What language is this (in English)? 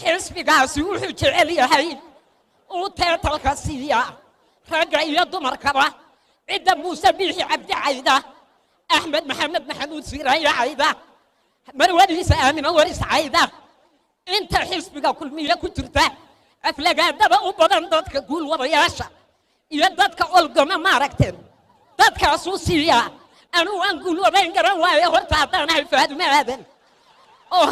Somali